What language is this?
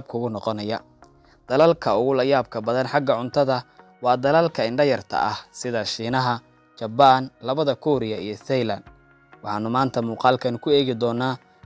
Somali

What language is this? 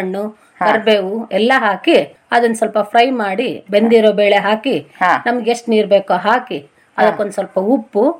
Kannada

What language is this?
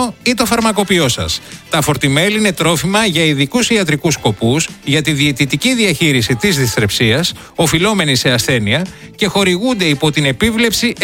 Greek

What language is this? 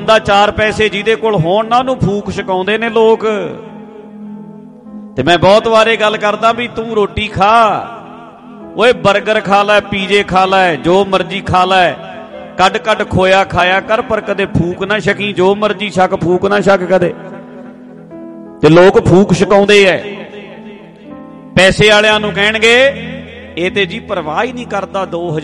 Punjabi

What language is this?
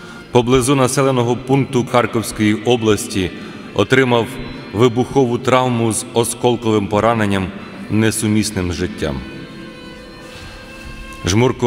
Ukrainian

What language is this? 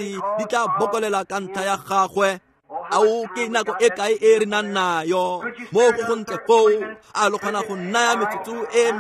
Tswana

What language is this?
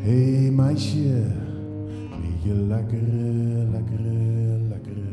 Zeelandic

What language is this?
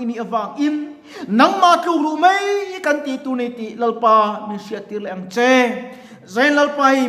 Mizo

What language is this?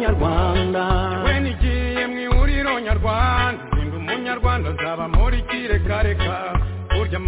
Kinyarwanda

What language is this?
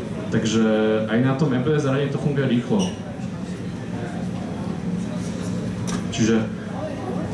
Slovak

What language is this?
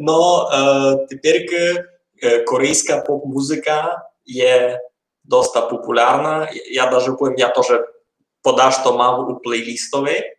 Rusyn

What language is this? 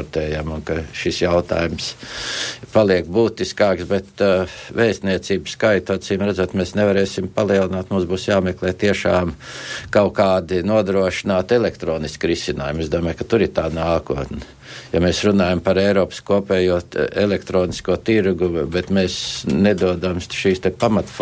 Latvian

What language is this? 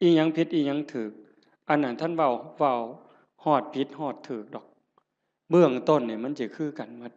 Northeastern Thai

